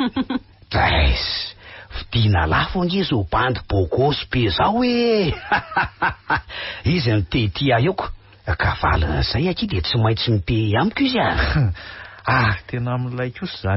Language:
Malagasy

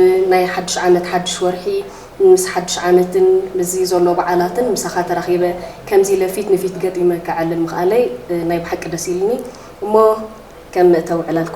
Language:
Tigrinya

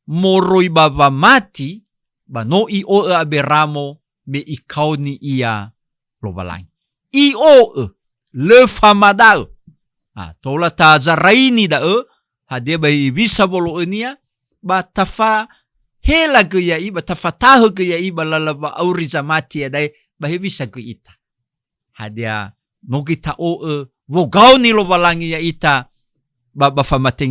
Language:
Nias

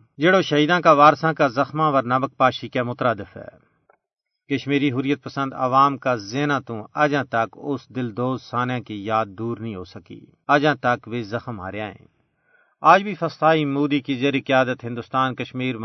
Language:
Gujari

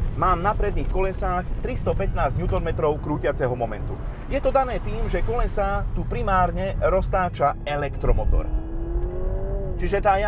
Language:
Slovak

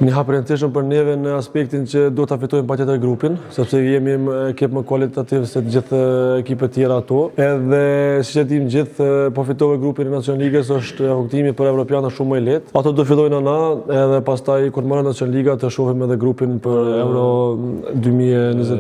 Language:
Albanian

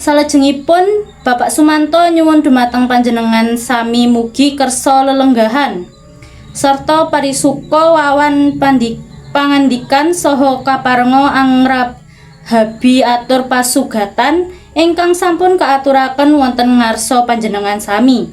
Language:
Javanese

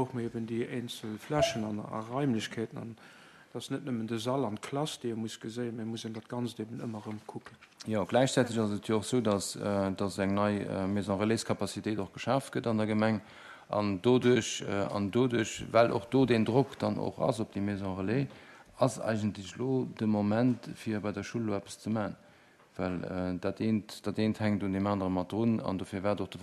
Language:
Luxembourgish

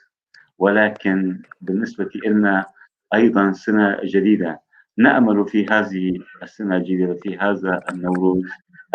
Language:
North Levantine Arabic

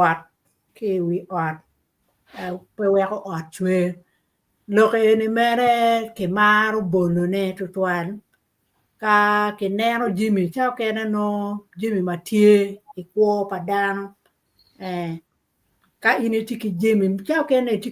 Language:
Acoli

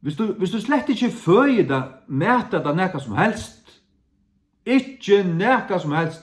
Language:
Faroese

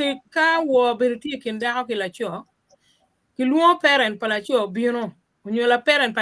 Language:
Acoli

